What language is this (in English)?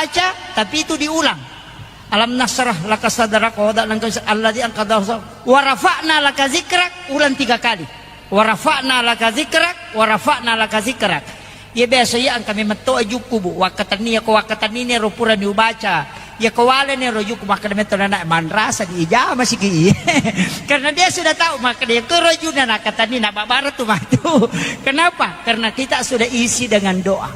Buginese